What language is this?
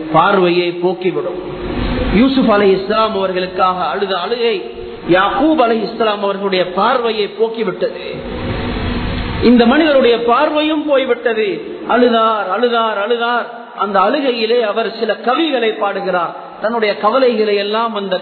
Tamil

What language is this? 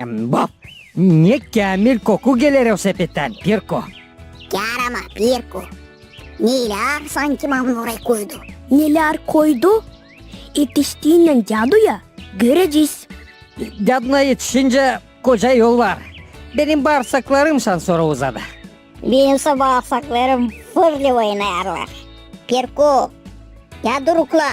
Gagauz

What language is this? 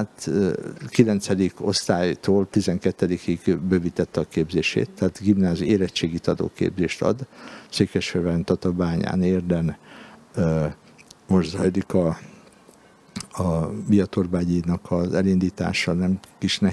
Hungarian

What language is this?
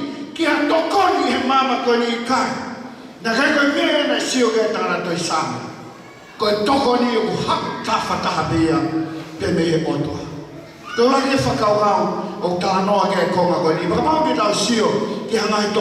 Tongan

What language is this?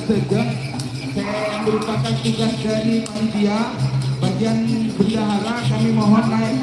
Madurese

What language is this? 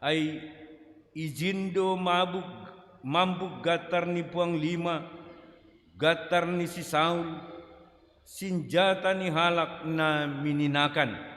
Batak Simalungun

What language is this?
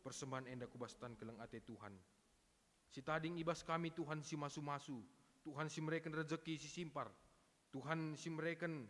Batak Karo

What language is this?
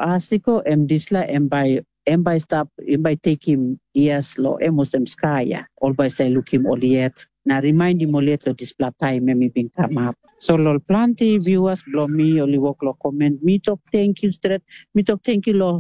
Tok Pisin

